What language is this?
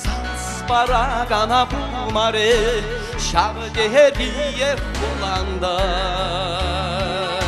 Chuvash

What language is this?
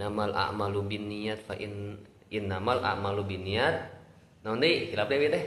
Sundanese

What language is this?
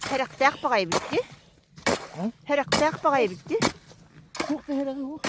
Yakut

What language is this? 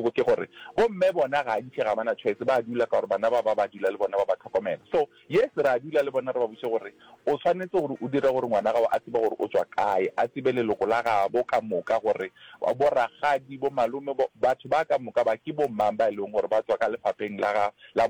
Northern Sotho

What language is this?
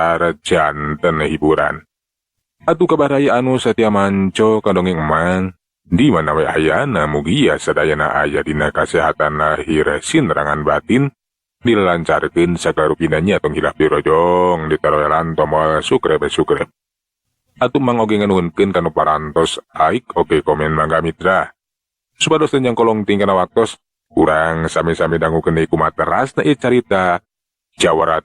Sundanese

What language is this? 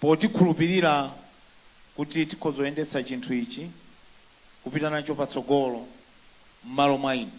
Nyanja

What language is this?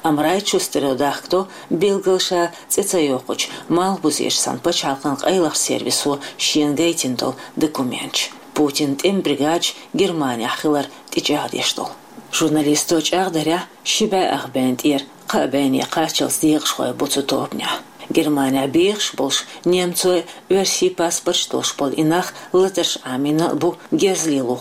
Chechen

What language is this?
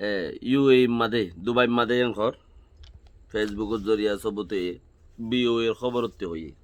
Rohingya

